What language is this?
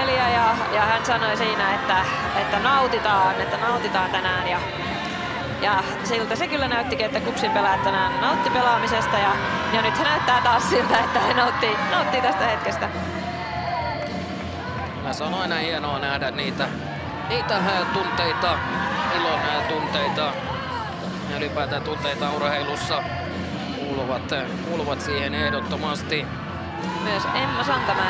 Finnish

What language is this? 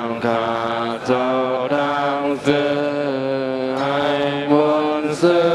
Shan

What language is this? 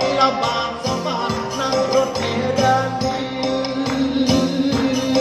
Thai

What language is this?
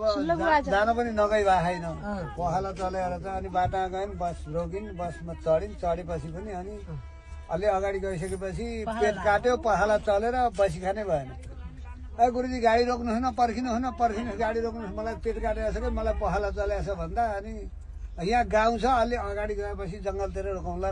Nepali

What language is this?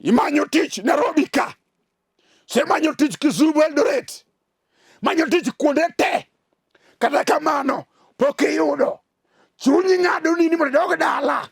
Luo (Kenya and Tanzania)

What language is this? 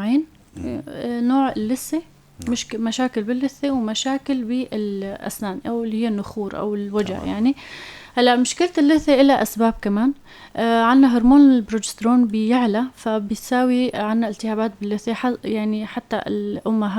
North Levantine Arabic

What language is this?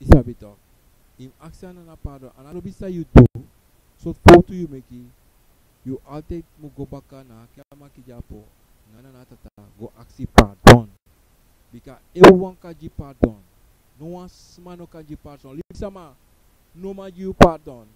Sranan Tongo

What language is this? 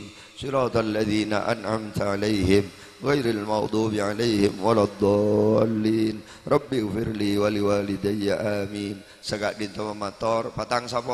Madurese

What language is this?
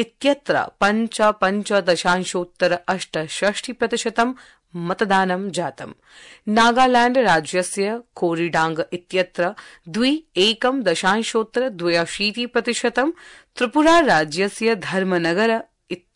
Sanskrit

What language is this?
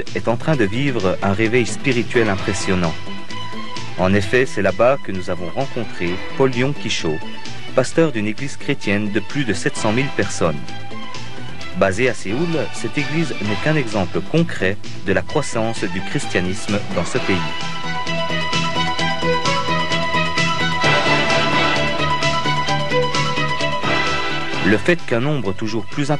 French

